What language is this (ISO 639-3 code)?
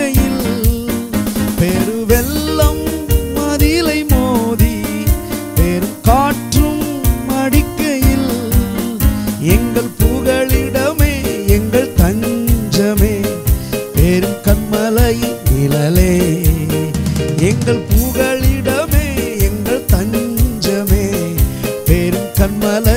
tam